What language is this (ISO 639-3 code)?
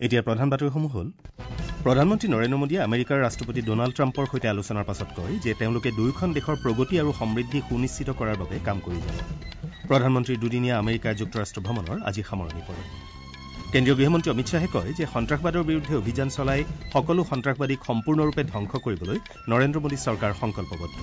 asm